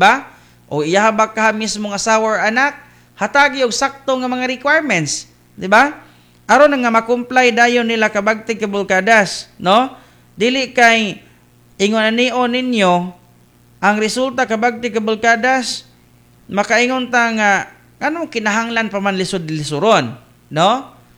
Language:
Cebuano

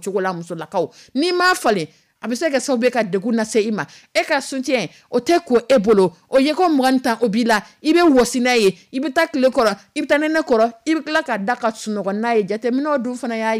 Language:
Dyula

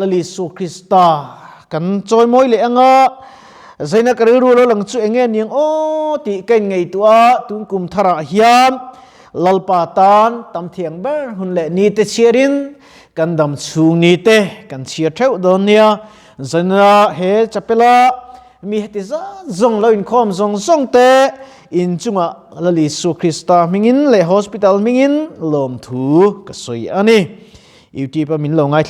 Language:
Mizo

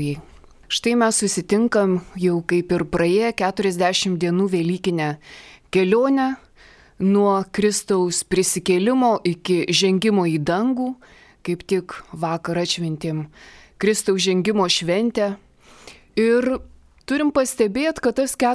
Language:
Lithuanian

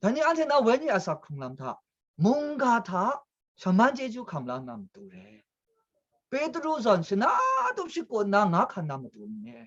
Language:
Kachin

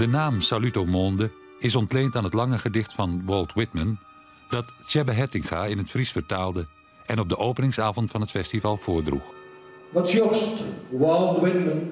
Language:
Western Frisian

